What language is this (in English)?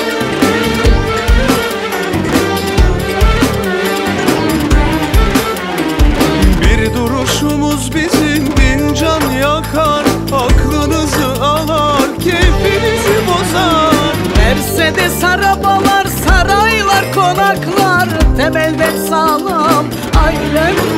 Turkish